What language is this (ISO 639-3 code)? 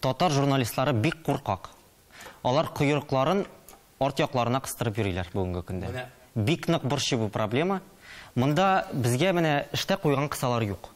tat